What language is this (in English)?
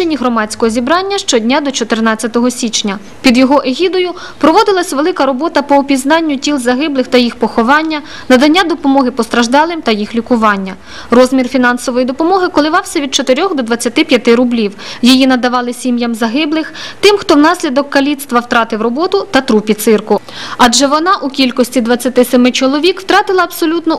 Ukrainian